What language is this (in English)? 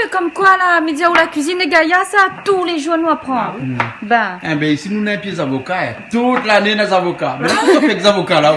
Réunion Creole French